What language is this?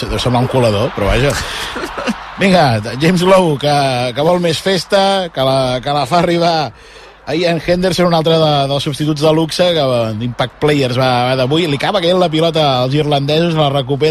Catalan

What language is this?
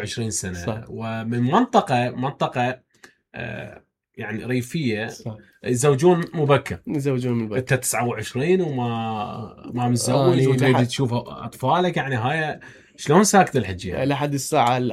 Mesopotamian Arabic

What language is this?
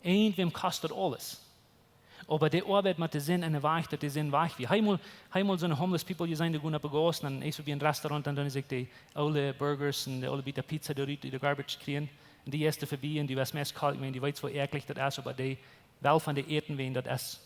Plautdietsch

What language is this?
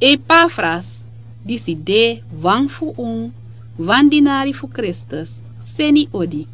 Sranan Tongo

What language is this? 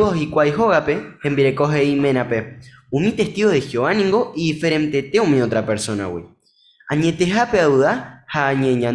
Guarani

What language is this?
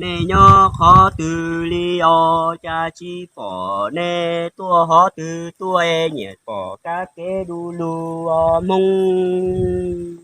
Hmong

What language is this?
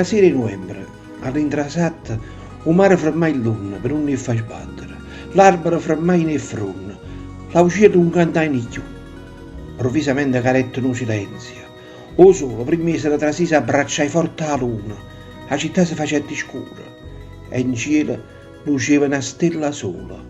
Neapolitan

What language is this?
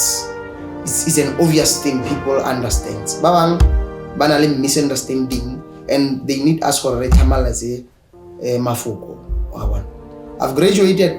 Tswana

